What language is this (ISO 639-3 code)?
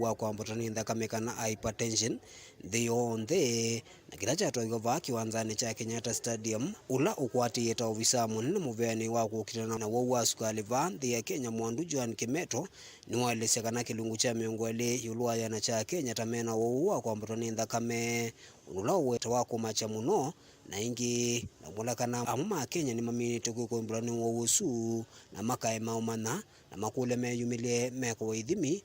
kam